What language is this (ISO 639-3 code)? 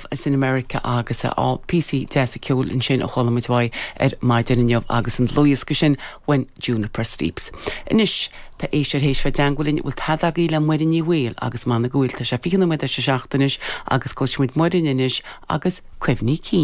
gle